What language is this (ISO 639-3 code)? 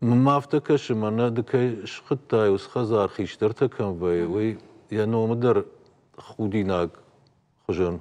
oss